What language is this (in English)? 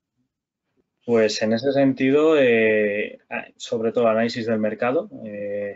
Spanish